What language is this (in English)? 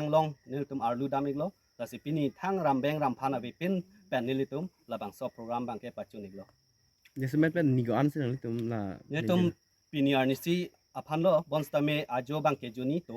Karbi